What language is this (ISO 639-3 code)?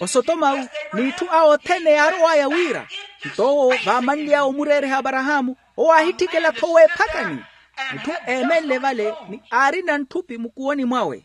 vmw